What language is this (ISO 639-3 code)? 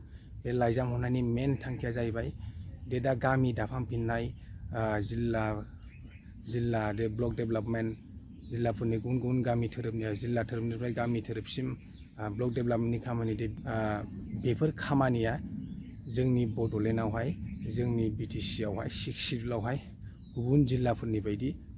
brx